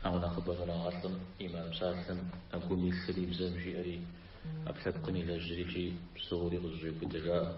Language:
Kabardian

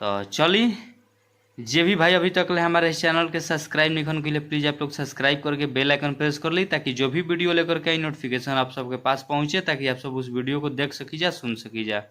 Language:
Bhojpuri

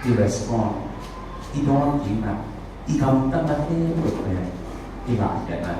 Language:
Tedim Chin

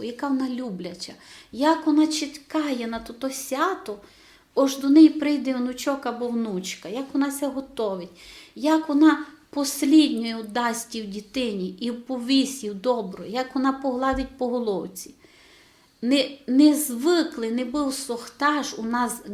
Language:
Rusyn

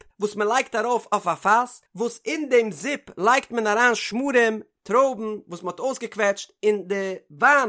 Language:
Yiddish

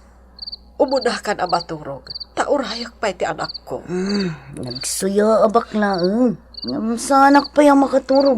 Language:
Iloko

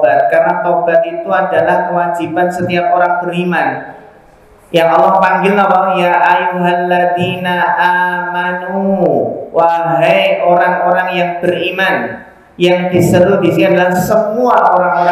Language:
Indonesian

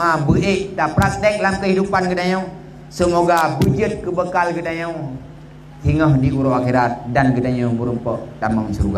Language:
Achinese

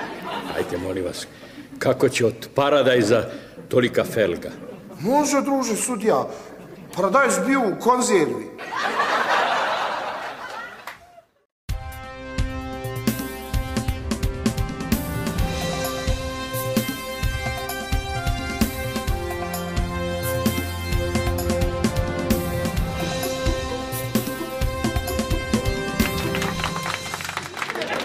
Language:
Bosnian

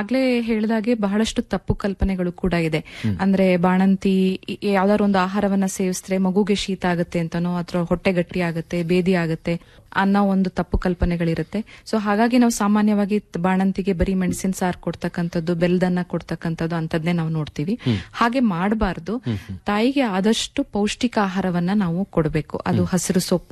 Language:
Kannada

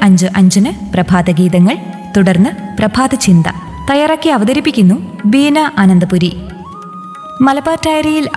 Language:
Malayalam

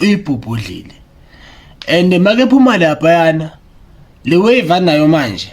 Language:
Zulu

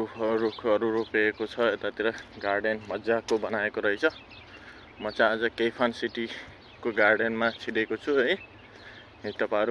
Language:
Nepali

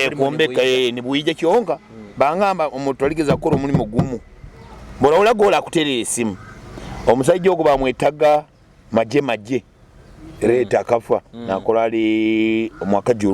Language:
Nyoro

